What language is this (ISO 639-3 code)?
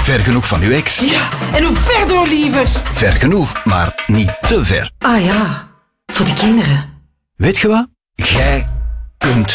nld